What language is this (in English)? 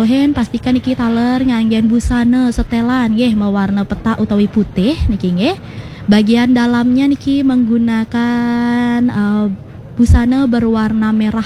Balinese